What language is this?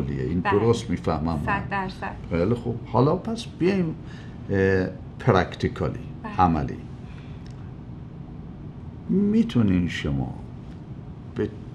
Persian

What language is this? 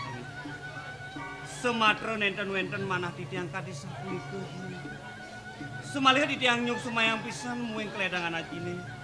Balinese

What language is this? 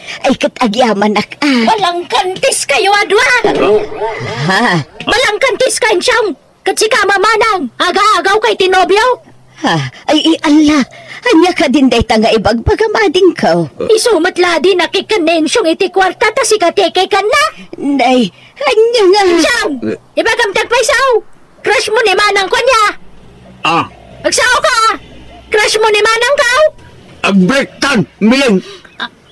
Iloko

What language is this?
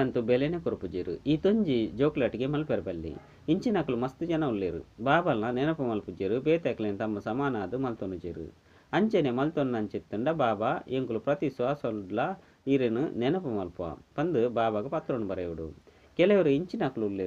Tulu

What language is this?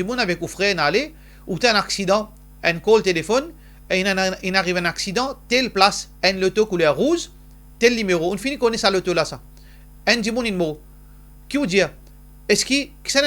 Morisyen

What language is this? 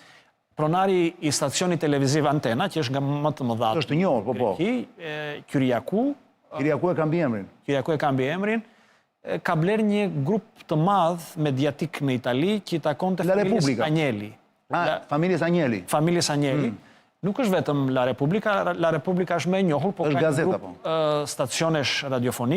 Albanian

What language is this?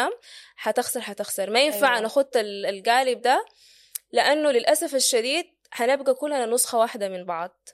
Sudanese Arabic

